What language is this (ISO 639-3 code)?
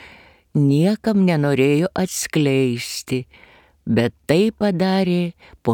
lit